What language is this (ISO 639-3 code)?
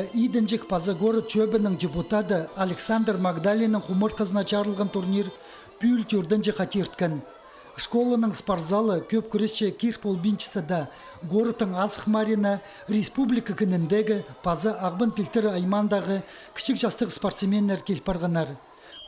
kjh